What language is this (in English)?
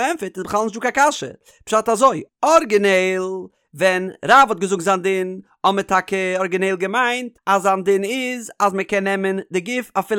Yiddish